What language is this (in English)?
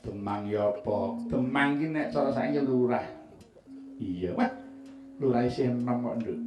Javanese